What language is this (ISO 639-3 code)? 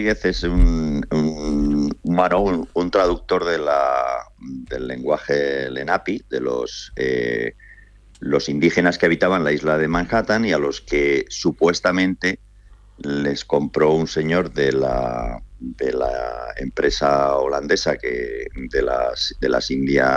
spa